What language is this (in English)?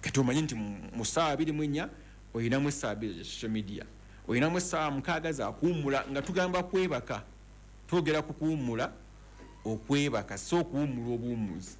Ganda